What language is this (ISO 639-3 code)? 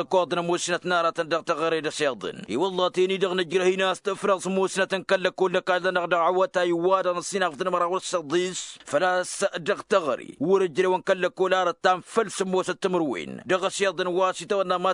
taq